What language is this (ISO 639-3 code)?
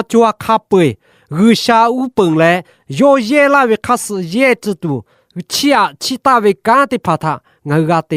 lhu